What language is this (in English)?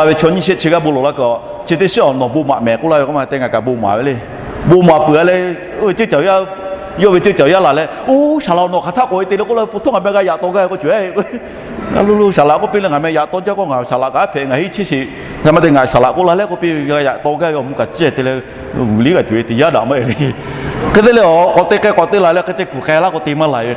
Lahu